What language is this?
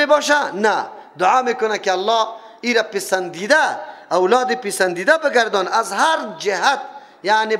Persian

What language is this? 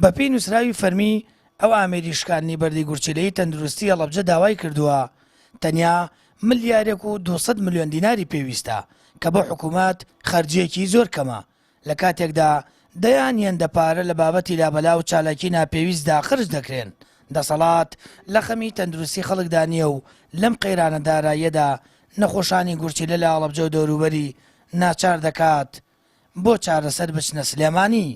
Central Kurdish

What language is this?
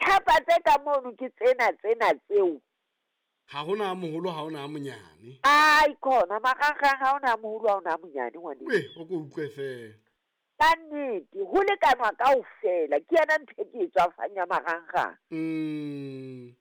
Southern Sotho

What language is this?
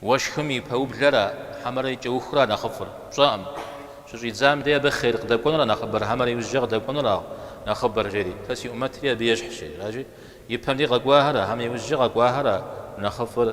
Kabardian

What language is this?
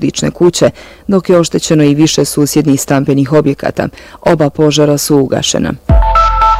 Bosnian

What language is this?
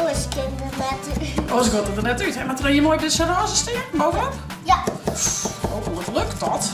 Western Frisian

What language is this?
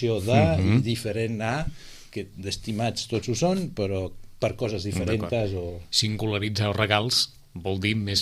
Catalan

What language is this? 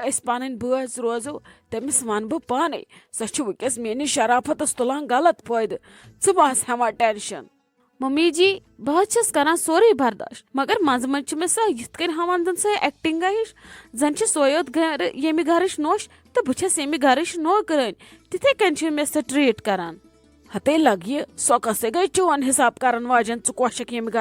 Kashmiri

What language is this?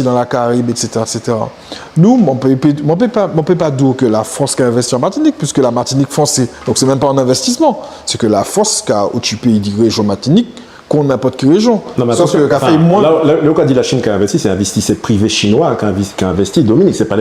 Guadeloupean Creole French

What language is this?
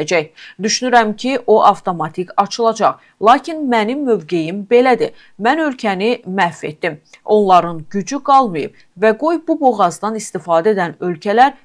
Azerbaijani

